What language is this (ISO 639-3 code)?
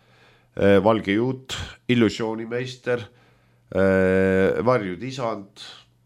est